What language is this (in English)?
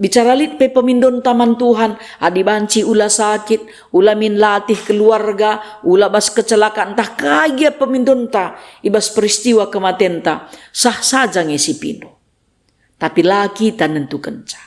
Batak Karo